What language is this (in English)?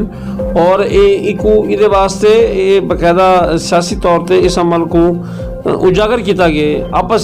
Saraiki